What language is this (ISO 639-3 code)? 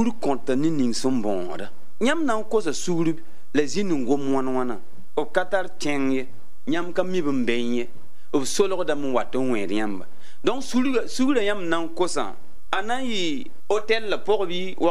mos